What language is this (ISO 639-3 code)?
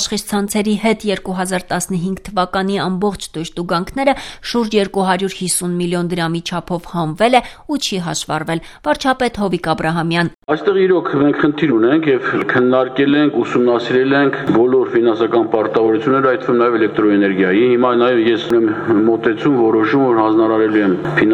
hye